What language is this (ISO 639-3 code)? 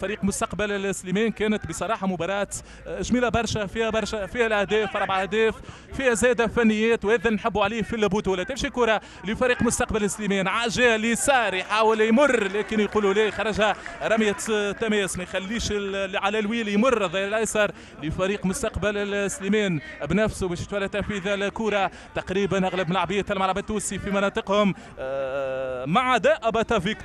aeb